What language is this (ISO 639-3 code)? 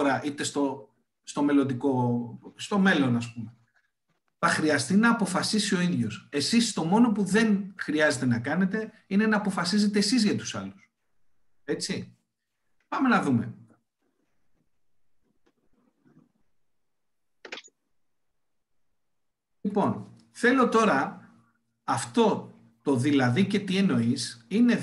ell